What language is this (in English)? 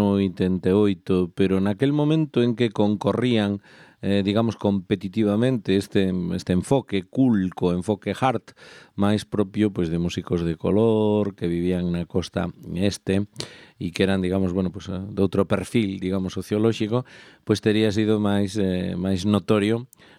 Galician